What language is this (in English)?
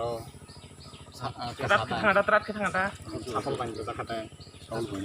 Kok Borok